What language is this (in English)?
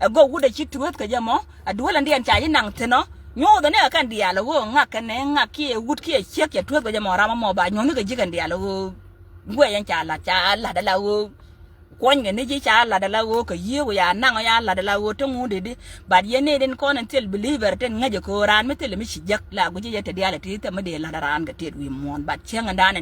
Nuer